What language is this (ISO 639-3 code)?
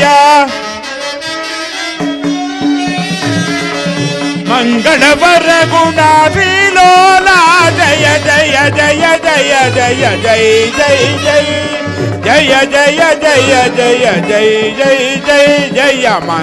kan